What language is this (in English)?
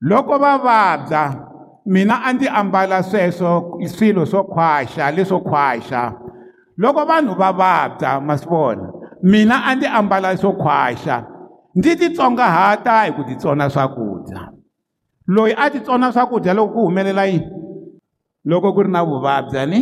Tsonga